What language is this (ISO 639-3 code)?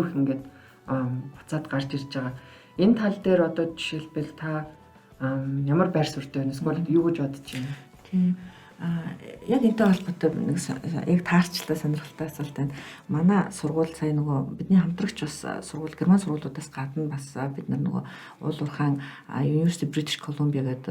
mon